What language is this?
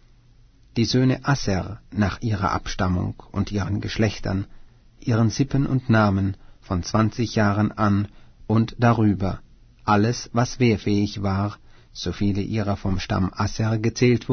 German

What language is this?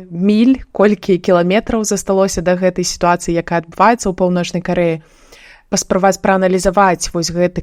Belarusian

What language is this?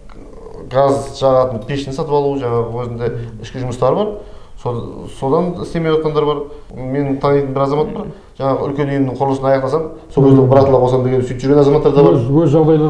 Kazakh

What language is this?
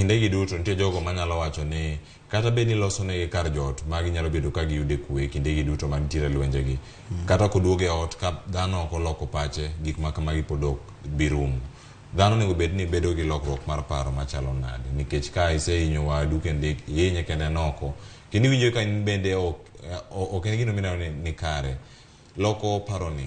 Luo (Kenya and Tanzania)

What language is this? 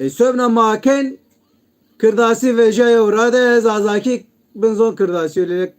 Zaza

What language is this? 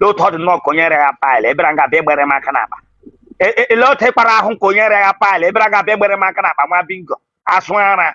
Igbo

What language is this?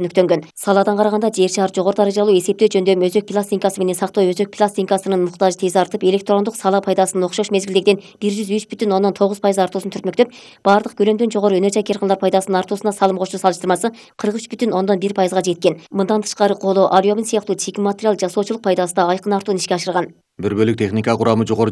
Kyrgyz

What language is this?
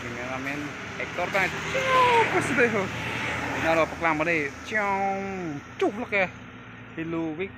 Karbi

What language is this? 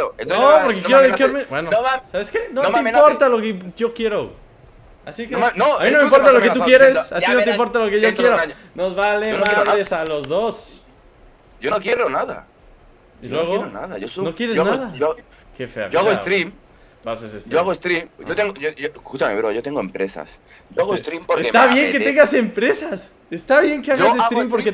Spanish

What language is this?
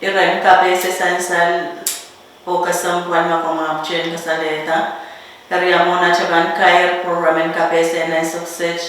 Pohnpeian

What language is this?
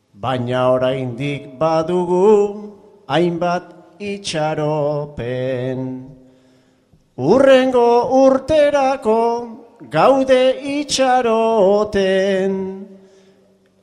Basque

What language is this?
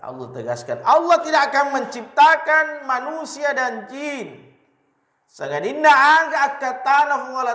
Buginese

